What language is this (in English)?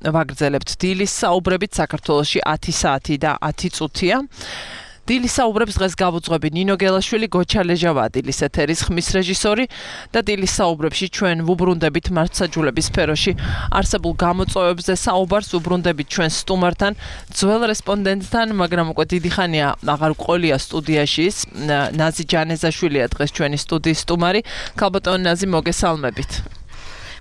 Georgian